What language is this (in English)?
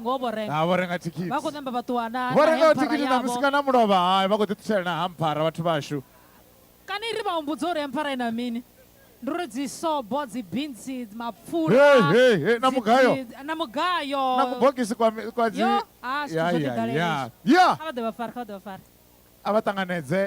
Venda